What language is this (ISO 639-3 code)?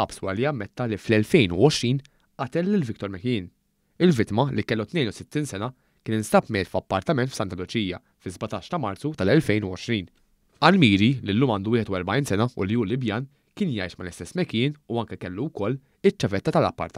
mlt